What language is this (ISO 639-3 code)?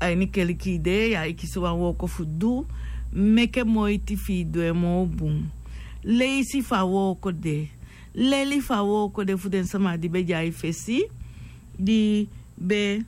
srn